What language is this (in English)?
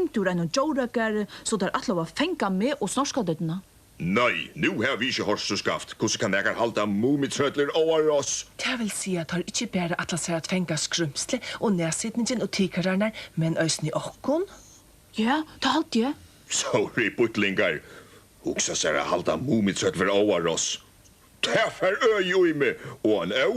Faroese